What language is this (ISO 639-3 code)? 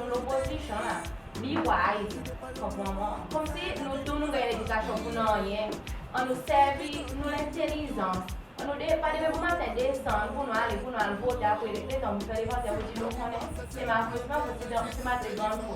crs